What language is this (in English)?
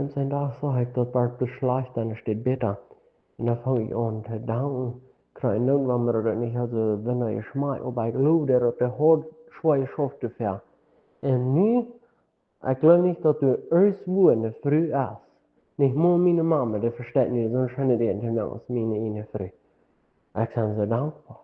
Plautdietsch